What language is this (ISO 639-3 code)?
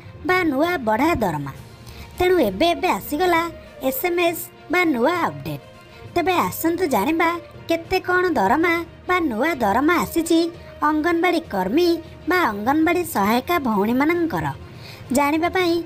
ori